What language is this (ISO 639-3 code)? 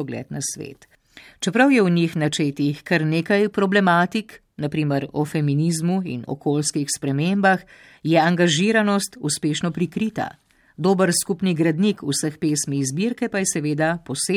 slv